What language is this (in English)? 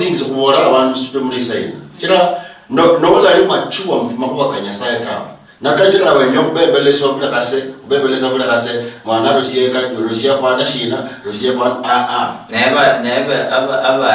Luyia